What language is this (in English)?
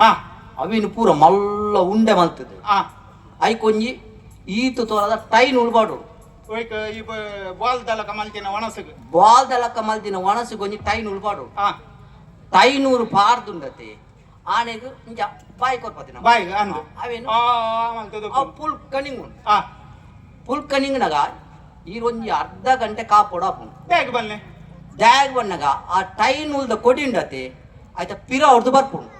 Tulu